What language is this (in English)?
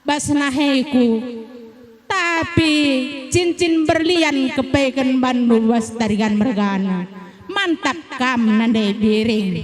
Batak Karo